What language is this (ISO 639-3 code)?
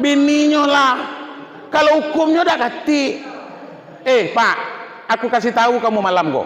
min